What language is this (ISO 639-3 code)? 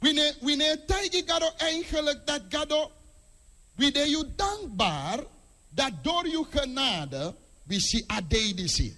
srn